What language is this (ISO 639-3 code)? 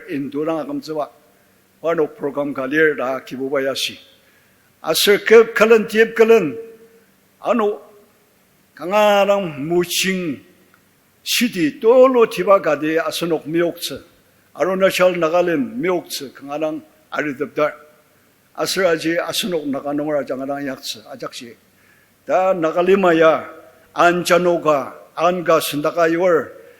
njo